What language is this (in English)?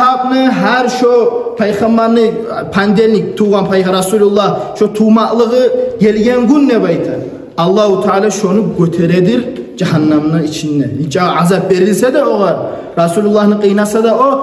Kumyk